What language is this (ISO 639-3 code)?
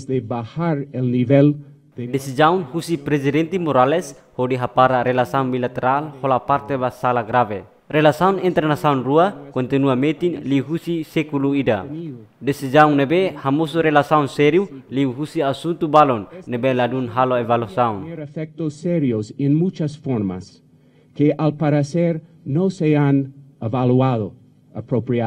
tet